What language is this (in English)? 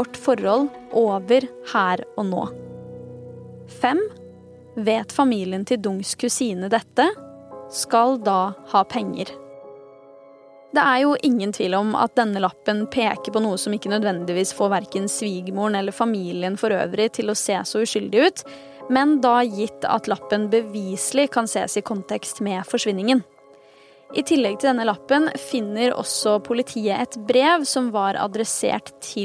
Norwegian